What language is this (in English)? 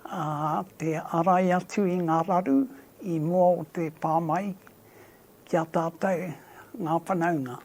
Māori